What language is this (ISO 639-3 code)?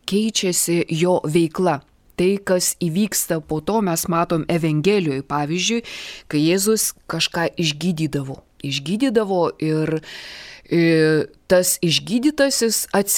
lit